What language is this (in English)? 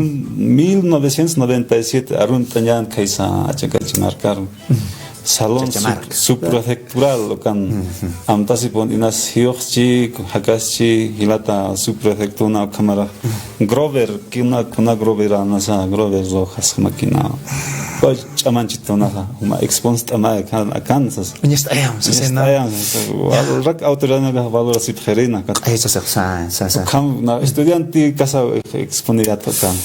Aymara